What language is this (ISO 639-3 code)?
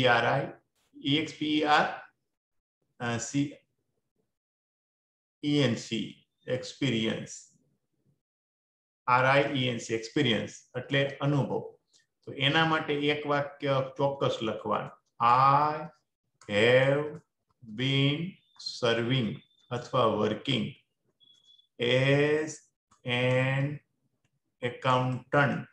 guj